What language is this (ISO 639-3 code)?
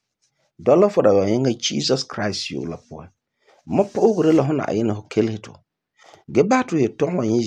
gur